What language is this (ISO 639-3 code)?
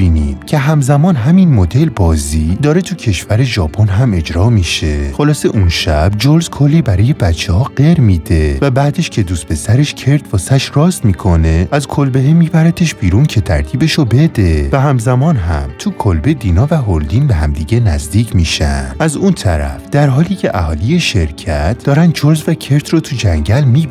fas